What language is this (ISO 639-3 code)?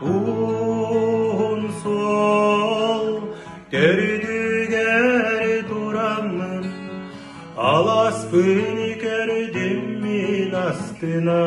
sah